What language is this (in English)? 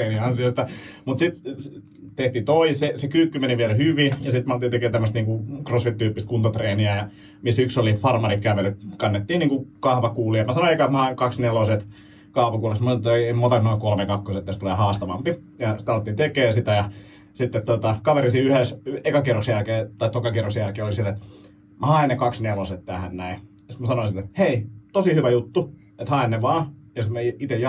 Finnish